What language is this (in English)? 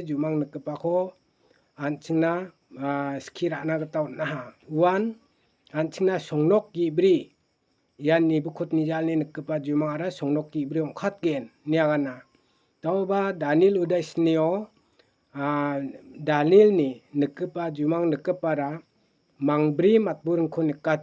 Garo